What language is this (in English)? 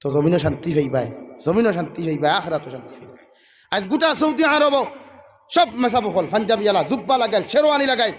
Sylheti